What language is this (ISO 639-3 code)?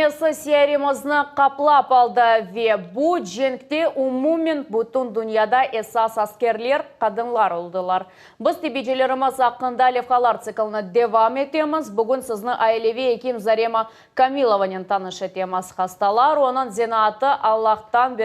crh